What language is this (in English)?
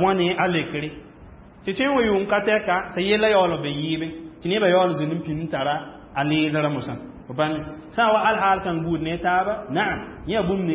Mossi